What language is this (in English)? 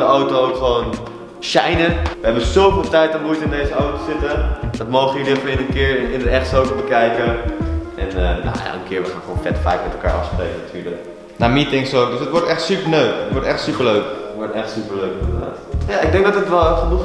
Dutch